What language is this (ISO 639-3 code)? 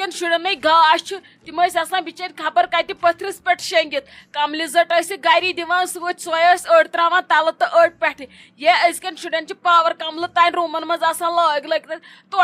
kas